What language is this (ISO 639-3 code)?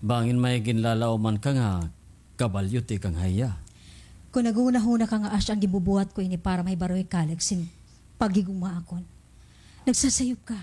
war